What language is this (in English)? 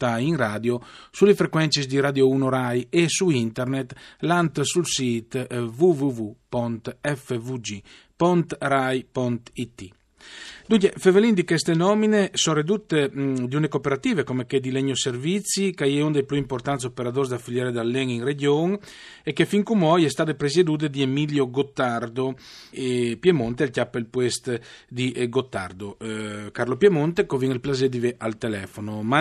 Friulian